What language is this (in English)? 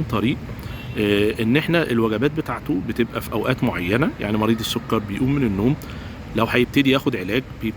Egyptian Arabic